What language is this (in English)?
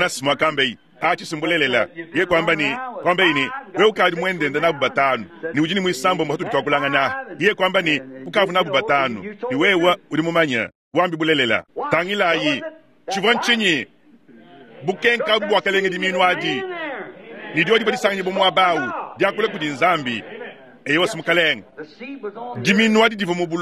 Luba-Lulua